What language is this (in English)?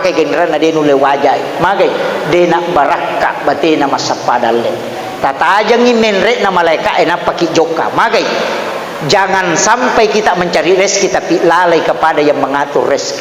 Buginese